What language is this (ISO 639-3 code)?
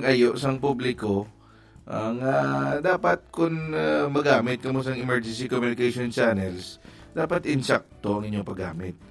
hil